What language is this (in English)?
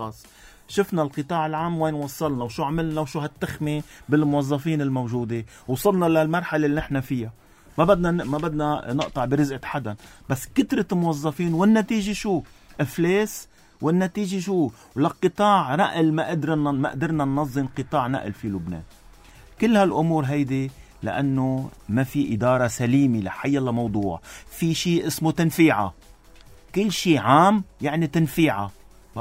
North Levantine Arabic